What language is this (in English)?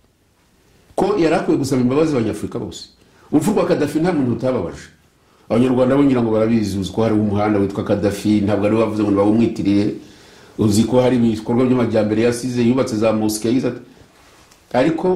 Kinyarwanda